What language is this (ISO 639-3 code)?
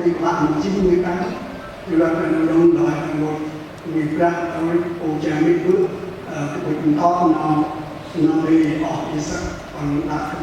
cmo